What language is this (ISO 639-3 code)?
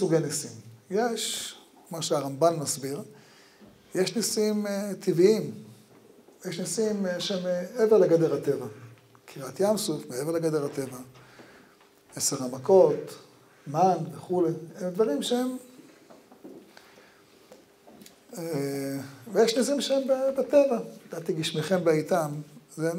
heb